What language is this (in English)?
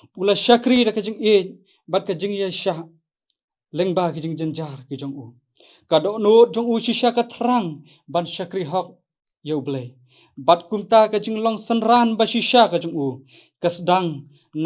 Khasi